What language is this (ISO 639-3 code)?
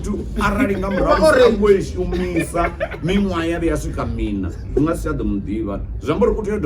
ven